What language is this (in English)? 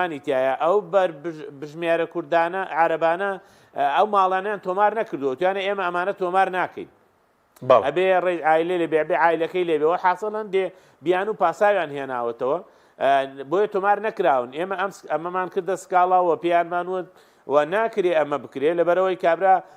Central Kurdish